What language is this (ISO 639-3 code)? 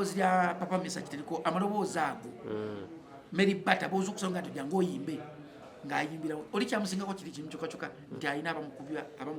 lug